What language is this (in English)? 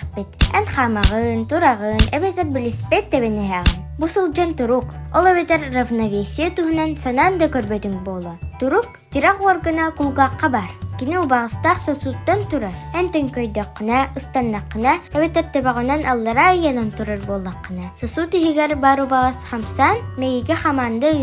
Yakut